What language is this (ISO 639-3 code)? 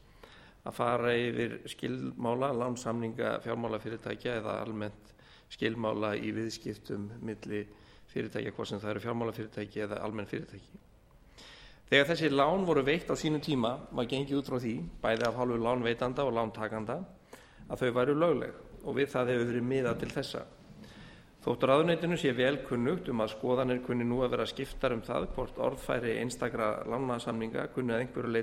isl